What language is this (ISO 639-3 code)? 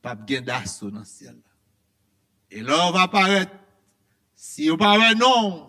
hat